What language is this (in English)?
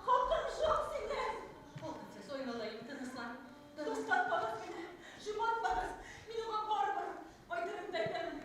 Bashkir